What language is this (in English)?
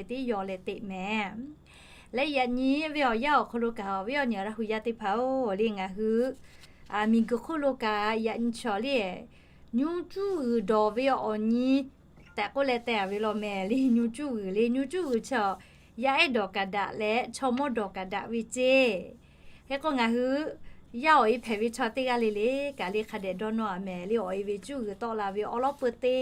Lahu